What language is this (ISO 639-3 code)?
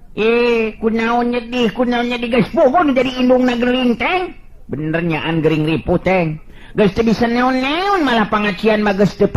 sun